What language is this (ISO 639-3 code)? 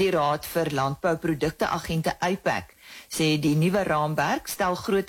afr